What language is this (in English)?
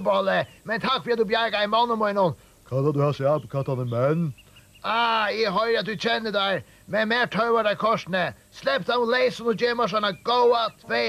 Faroese